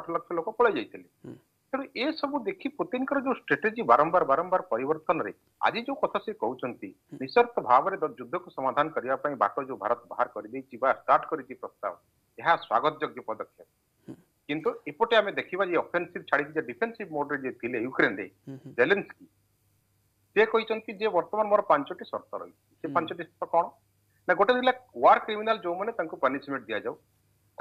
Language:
Odia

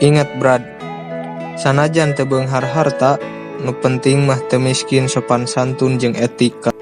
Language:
Sundanese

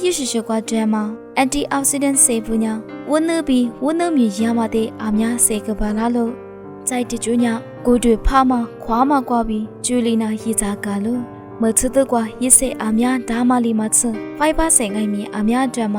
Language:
Lisu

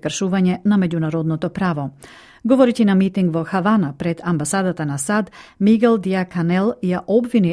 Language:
Macedonian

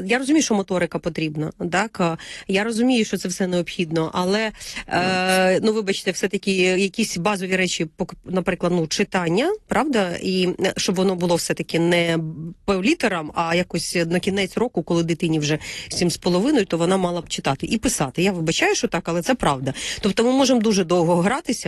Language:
Ukrainian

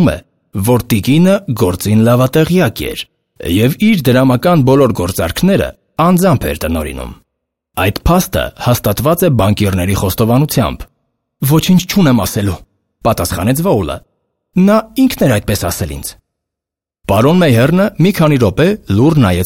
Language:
Armenian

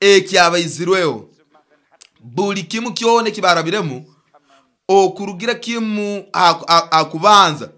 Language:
Nyoro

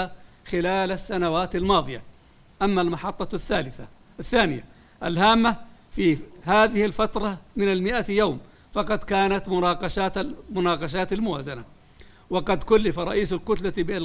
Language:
Arabic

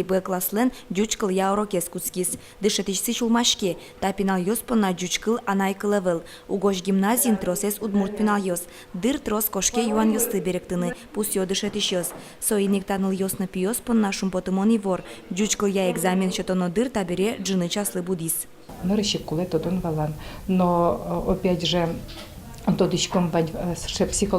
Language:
Udmurt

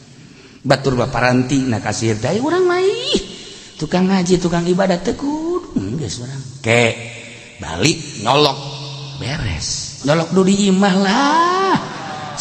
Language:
Sundanese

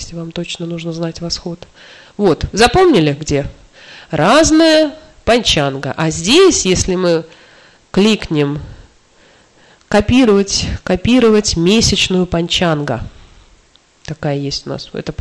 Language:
Russian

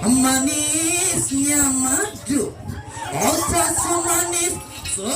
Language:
Ma'anyan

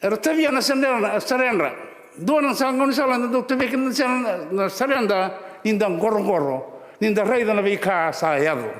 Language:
Fijian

